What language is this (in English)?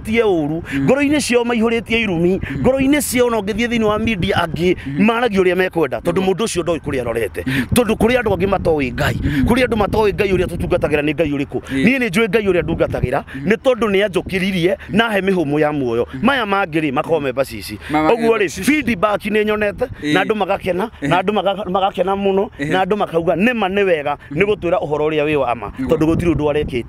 Kikuyu